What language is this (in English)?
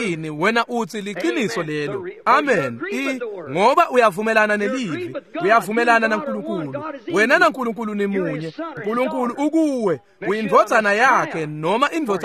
Swati